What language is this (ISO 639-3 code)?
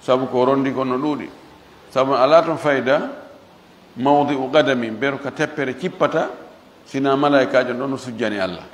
ful